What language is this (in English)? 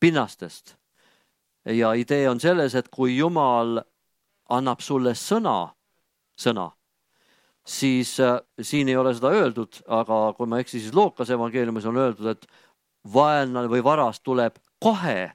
Estonian